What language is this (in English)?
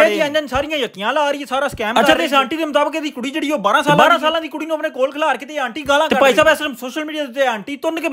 Punjabi